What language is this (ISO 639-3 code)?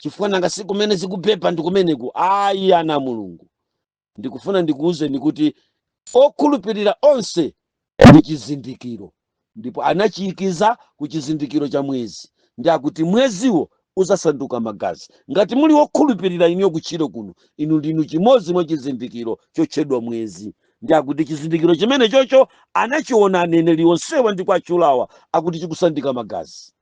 nya